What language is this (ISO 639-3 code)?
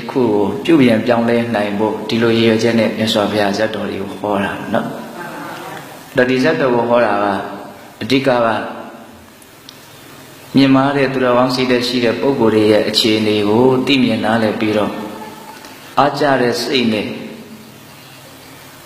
mya